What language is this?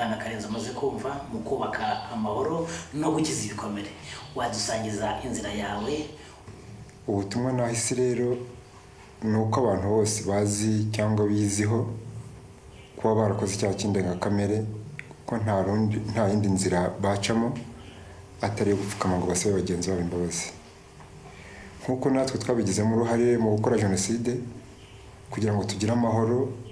Kinyarwanda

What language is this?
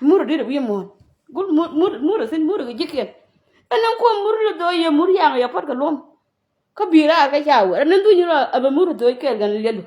Nuer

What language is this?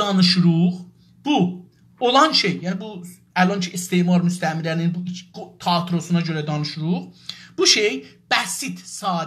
South Azerbaijani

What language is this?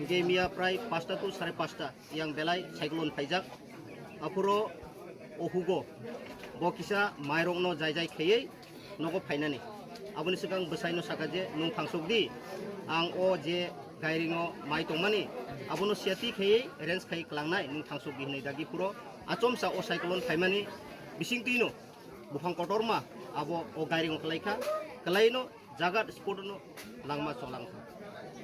Kok Borok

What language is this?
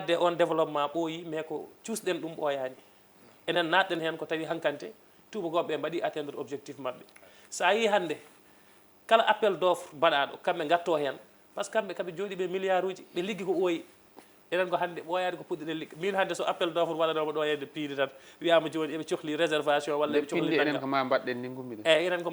Fula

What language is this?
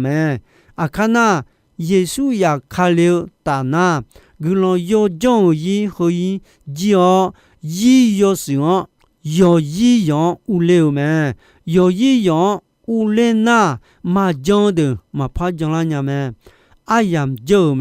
Akha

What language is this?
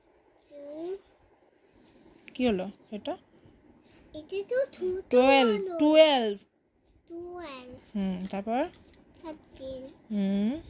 Bangla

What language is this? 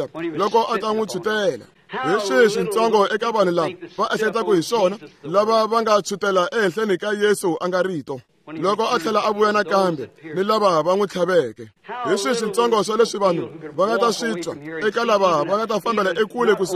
Tsonga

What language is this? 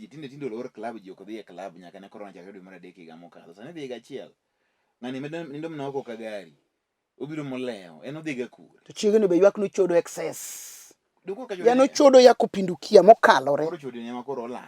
Luo (Kenya and Tanzania)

